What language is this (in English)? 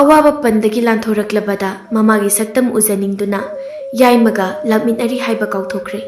Manipuri